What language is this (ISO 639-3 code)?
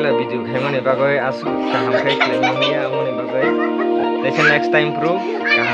trp